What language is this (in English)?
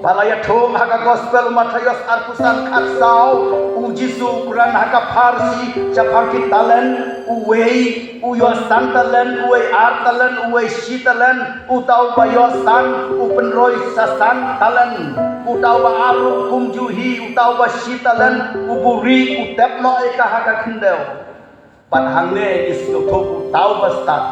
Khasi